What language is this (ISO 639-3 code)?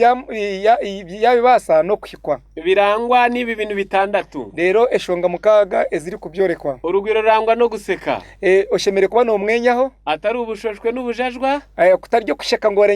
kin